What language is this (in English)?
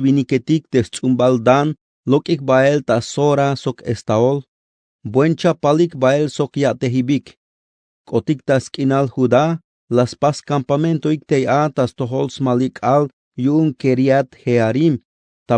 Tzeltal